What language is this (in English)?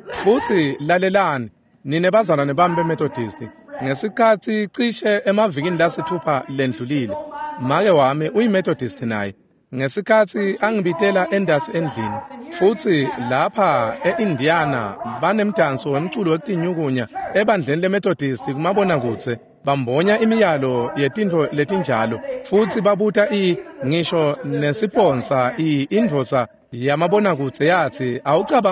Swati